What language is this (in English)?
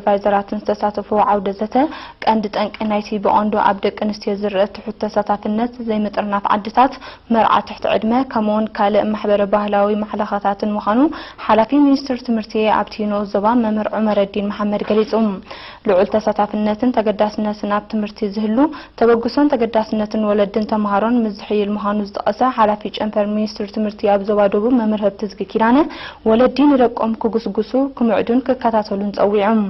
Tigrinya